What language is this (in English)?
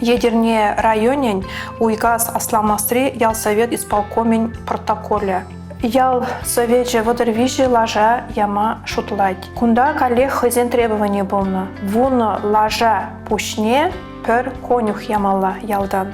Chuvash